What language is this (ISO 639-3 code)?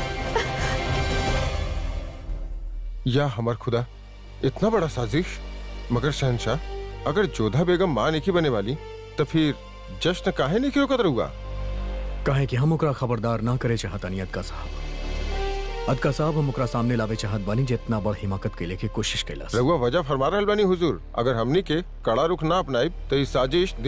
bho